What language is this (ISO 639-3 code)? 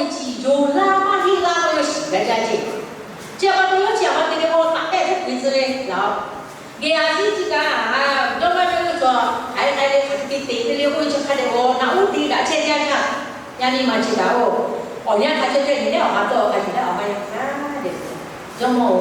lhu